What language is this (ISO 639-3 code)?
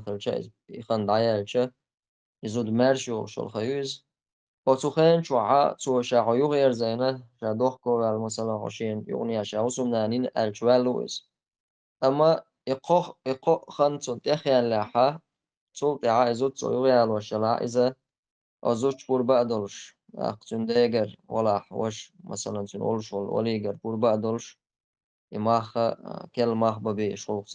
che